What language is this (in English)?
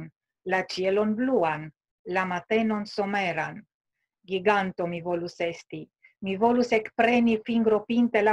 Esperanto